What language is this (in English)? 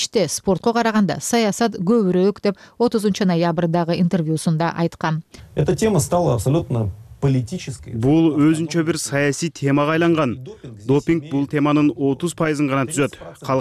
Kyrgyz